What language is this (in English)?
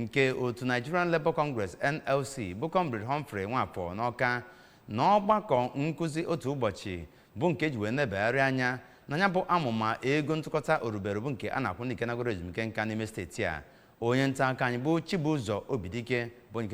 Igbo